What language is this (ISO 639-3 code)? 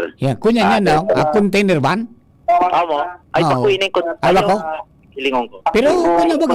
bik